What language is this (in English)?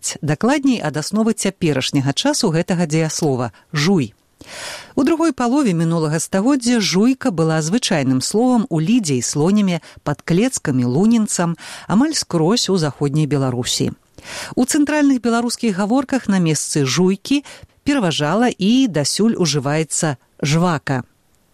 Belarusian